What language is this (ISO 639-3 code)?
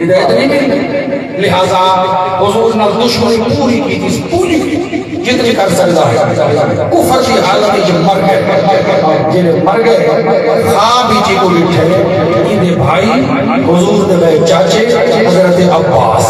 skr